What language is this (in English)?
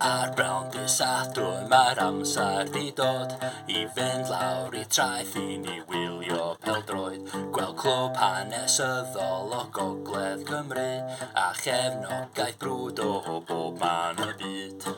Welsh